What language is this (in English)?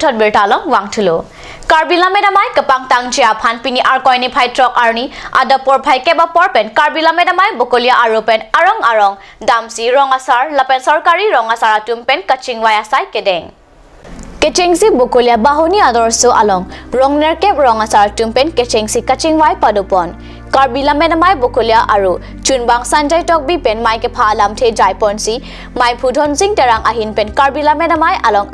Karbi